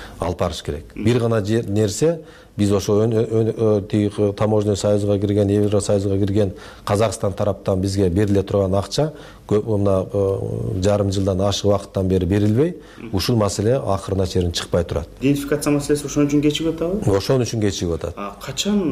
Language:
Kyrgyz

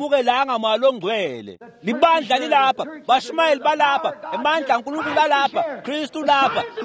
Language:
Swati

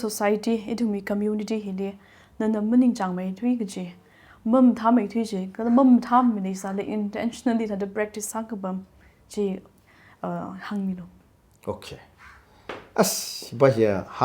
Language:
Tangkhul Naga (India)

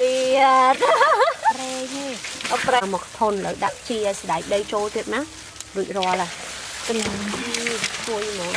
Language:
Khmer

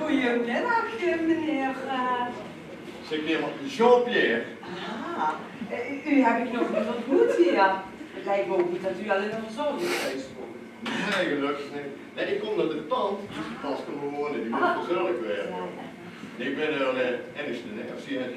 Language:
Limburgish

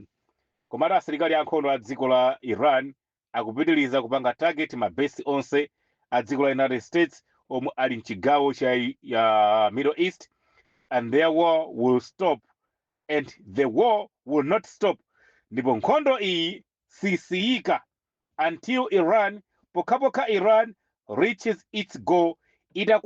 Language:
Nyanja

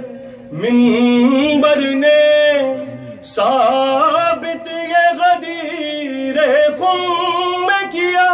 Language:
Urdu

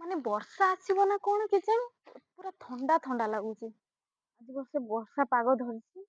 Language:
Odia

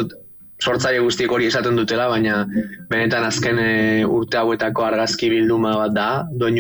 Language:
Basque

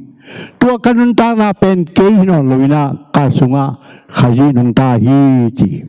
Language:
Tedim Chin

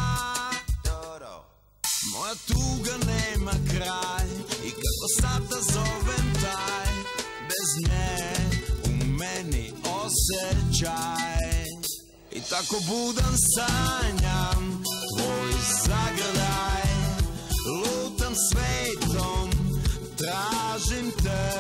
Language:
Serbian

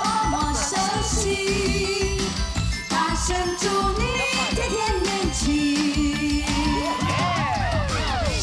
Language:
Chinese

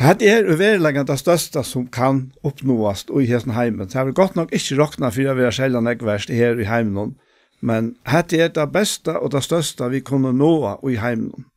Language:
Faroese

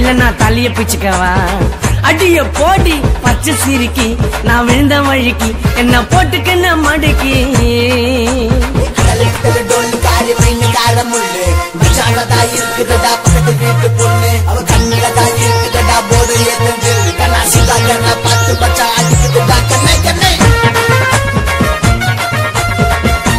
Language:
Tamil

